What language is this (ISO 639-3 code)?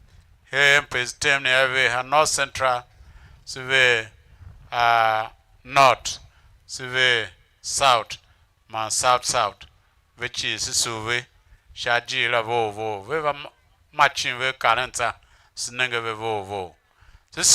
tiv